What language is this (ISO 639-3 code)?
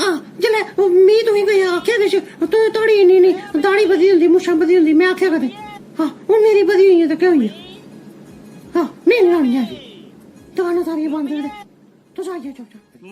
doi